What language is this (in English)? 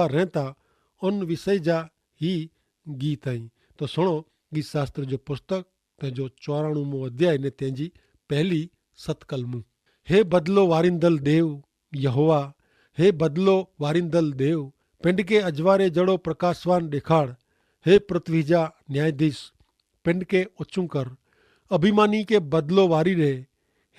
Kachhi